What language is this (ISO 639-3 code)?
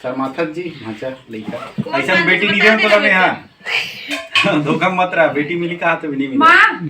hne